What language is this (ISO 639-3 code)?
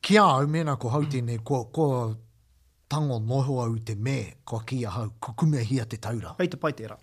mri